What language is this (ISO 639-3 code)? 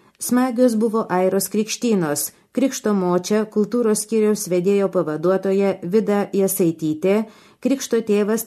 lit